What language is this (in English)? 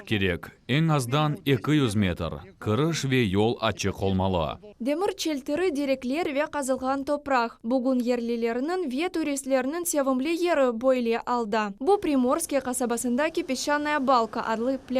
Crimean Tatar